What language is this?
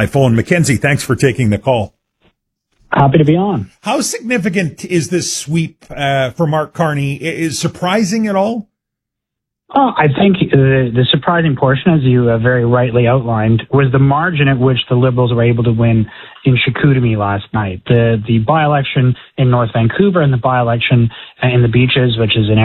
English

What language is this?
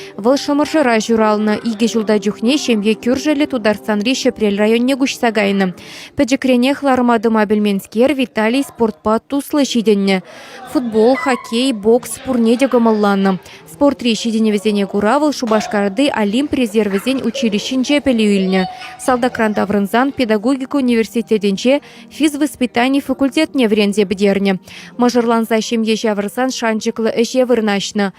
Chuvash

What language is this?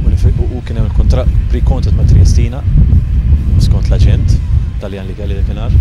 Maltese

